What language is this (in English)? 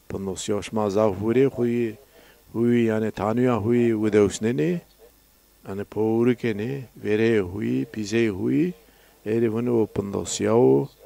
Zaza